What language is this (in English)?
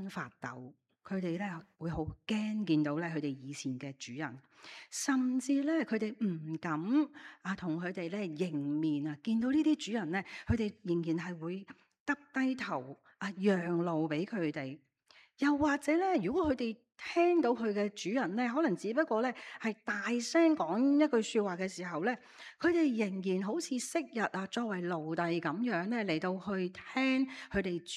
Cantonese